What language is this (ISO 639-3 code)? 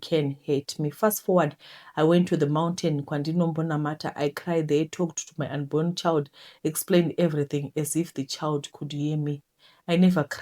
sna